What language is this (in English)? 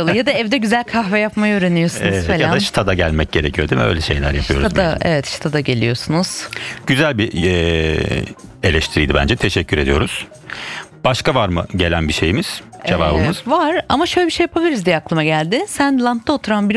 Turkish